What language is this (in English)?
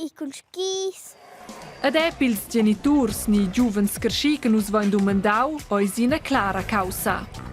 Romansh